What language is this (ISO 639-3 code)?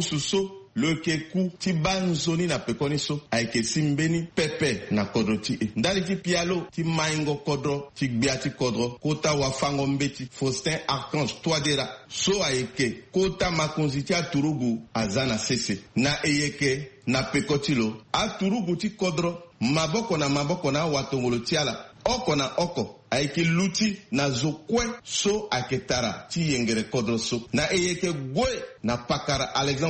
sag